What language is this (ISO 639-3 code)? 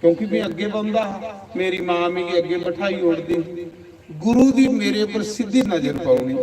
doi